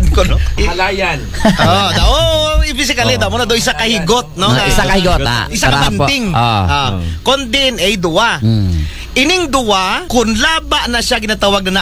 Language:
Aklanon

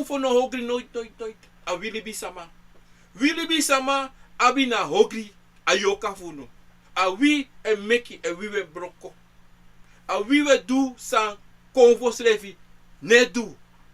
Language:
Sranan Tongo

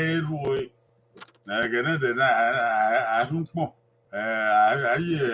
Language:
Bini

